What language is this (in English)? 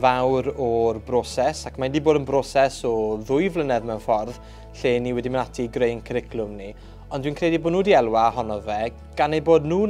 Welsh